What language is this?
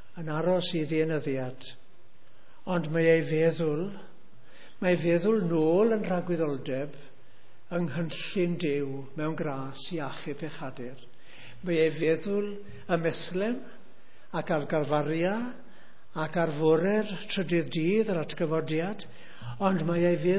Welsh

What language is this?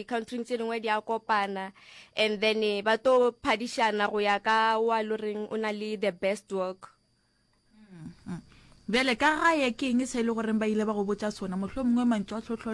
Northern Sotho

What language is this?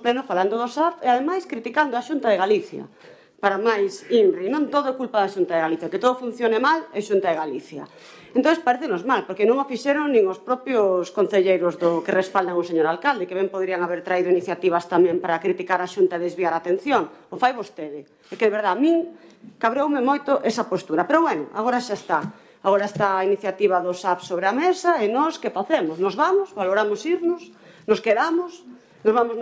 Galician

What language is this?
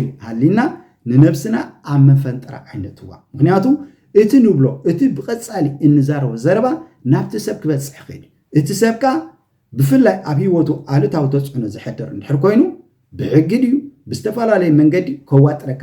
Tigrinya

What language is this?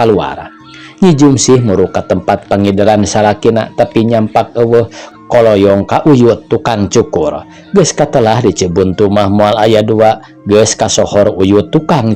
Sundanese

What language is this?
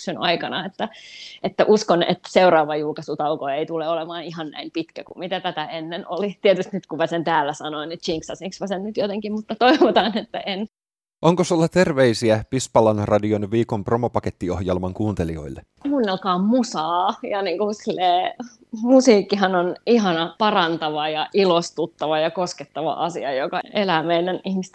Finnish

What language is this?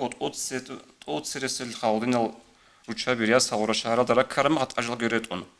Avaric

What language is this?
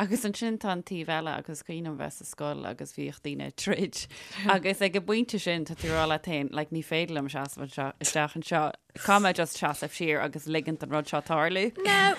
Irish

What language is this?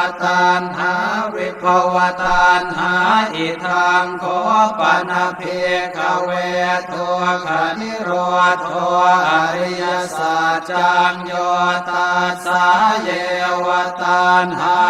Pali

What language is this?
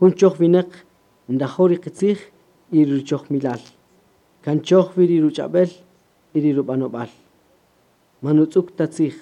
Kaqchikel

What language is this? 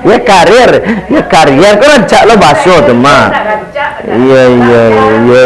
Minangkabau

